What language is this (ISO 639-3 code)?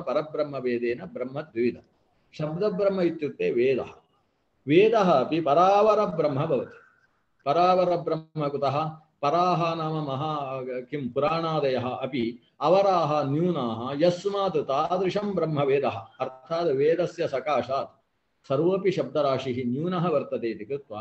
san